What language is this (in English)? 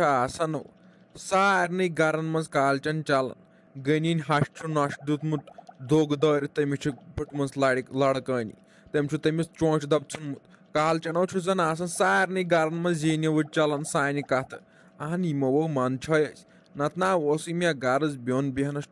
Kashmiri